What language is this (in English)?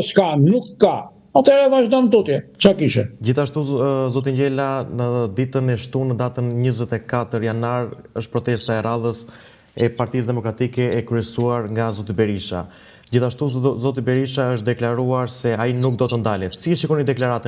Albanian